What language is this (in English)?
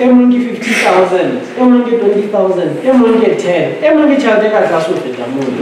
Southern Sotho